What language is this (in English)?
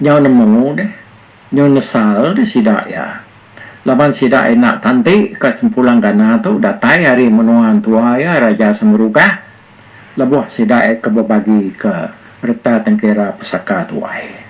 Iban